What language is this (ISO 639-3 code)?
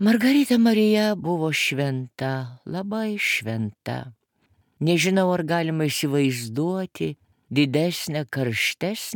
lit